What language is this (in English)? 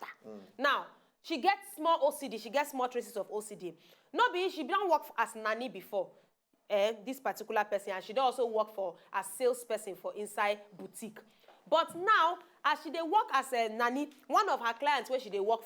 Nigerian Pidgin